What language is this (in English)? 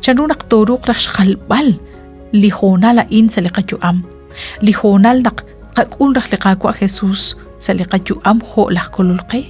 Kekchí